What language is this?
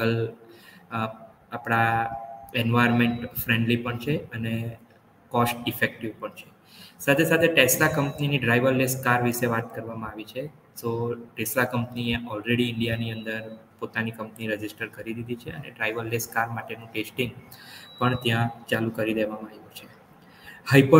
Gujarati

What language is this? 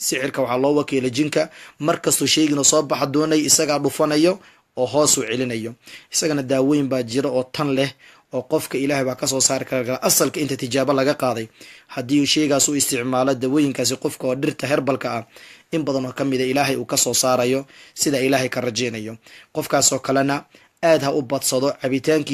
Somali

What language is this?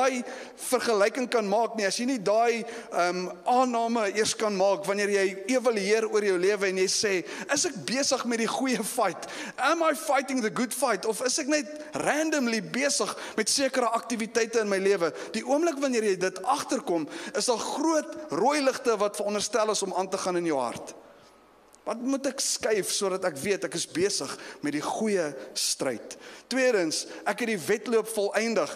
Afrikaans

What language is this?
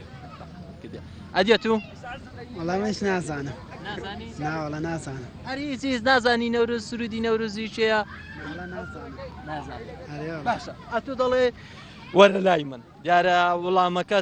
Central Kurdish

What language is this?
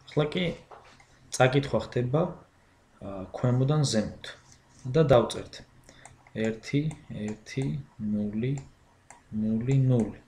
Georgian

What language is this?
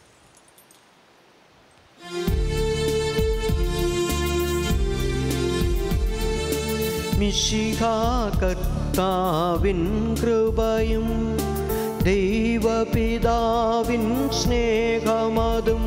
Malayalam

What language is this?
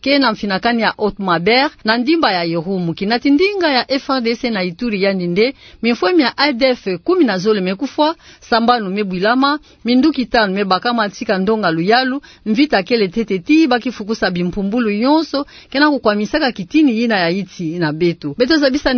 Kituba (Democratic Republic of Congo)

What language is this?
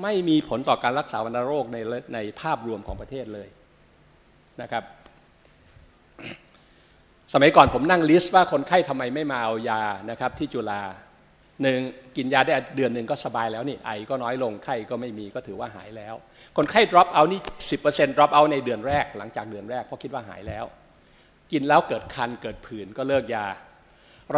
Thai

